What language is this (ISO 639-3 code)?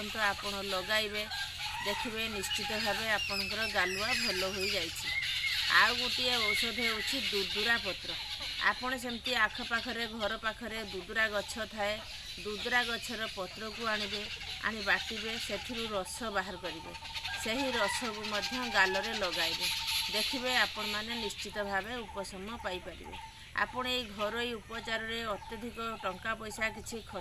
ori